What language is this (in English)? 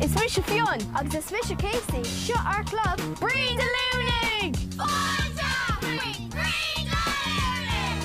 Irish